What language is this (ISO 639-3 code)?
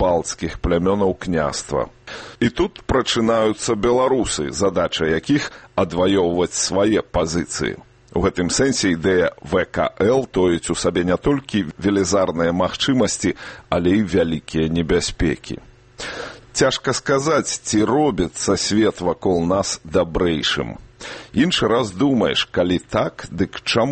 bel